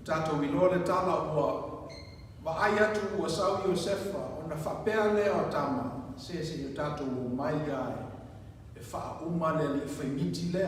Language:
Samoan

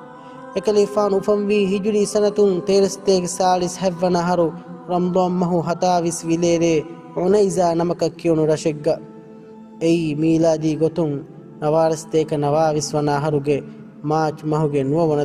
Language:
Divehi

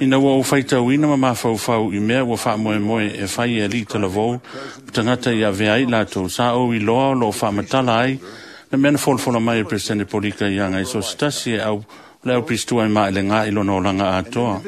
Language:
Samoan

